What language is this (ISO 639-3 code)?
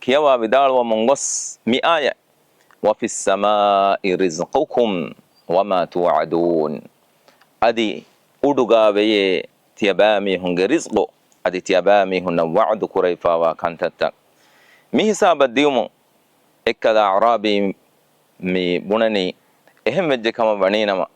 div